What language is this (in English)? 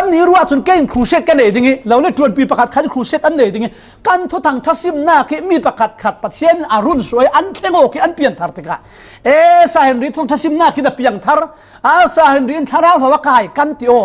Falam Chin